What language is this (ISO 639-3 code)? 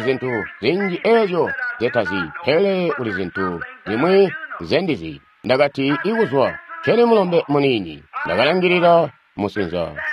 toi